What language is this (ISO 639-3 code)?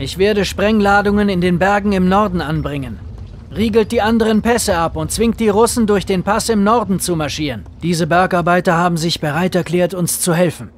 bar